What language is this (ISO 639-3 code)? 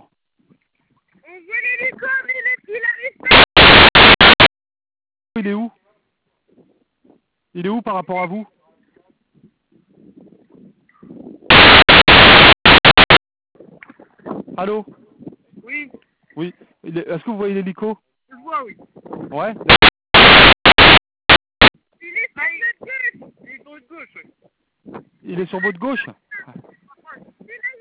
fra